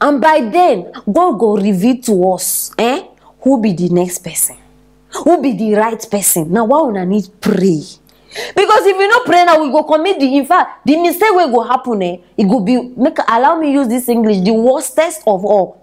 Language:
Nigerian Pidgin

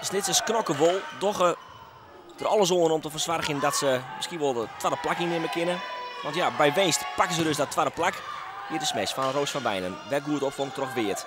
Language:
Western Frisian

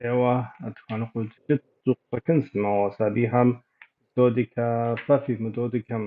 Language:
Kabardian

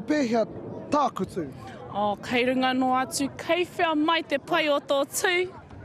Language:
Māori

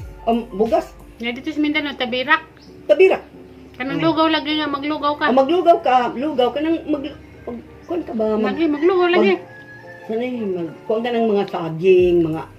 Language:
Cebuano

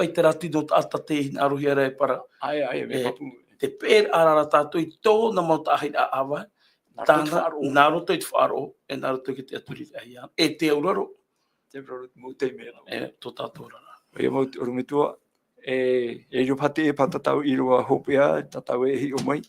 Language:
Tahitian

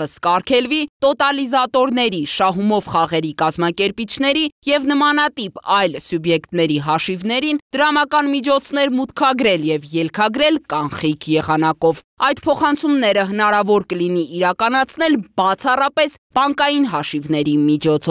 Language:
Armenian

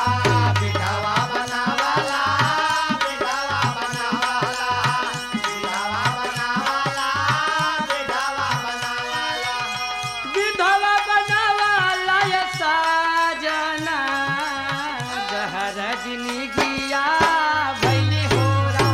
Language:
Bhojpuri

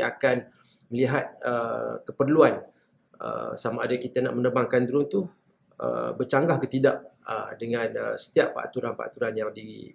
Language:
Malay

